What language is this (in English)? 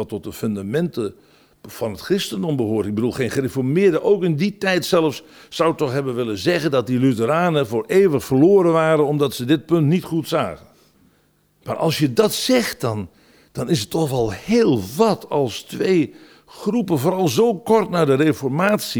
Dutch